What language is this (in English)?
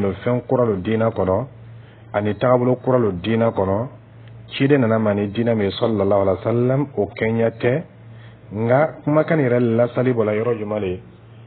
Dyula